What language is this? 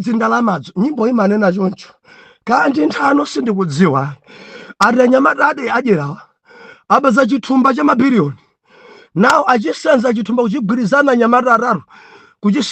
Nyanja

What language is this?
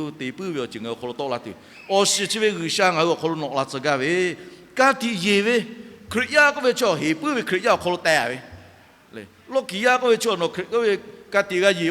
Lahu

